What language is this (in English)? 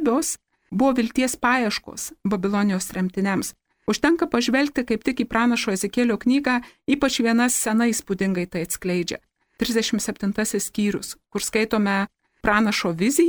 Lithuanian